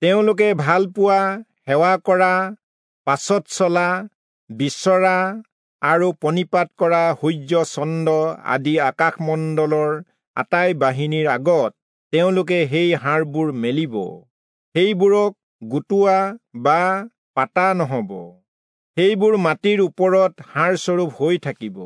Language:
Assamese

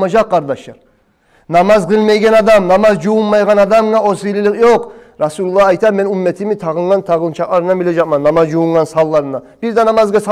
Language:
Kumyk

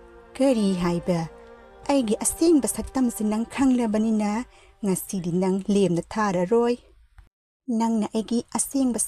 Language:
Manipuri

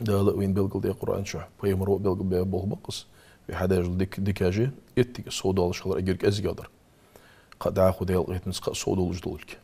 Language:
Ingush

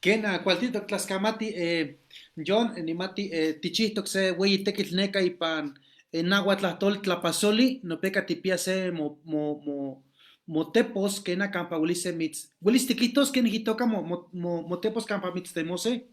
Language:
Eastern Huasteca Nahuatl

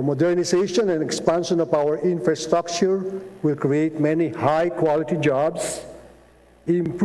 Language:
Hiligaynon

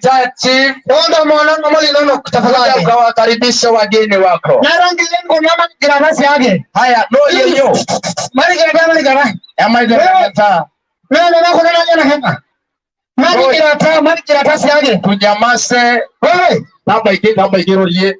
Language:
Masai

